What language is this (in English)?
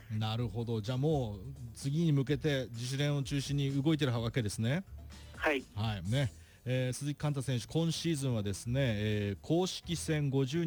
Japanese